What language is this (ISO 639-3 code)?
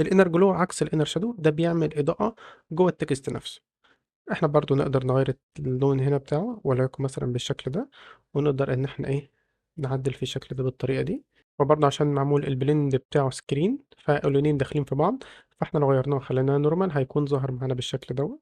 arz